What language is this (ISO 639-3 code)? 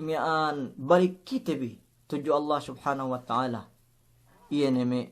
yka